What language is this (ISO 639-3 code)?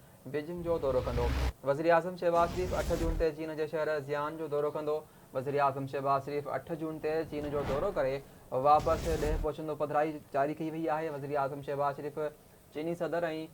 snd